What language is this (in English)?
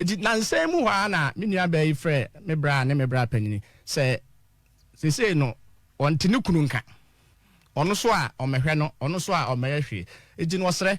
Akan